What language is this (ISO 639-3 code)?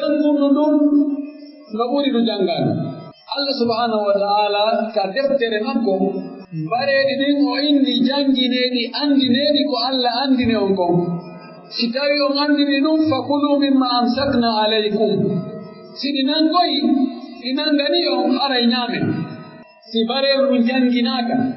fuf